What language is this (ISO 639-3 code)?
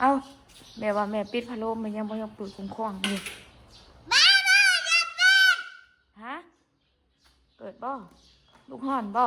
tts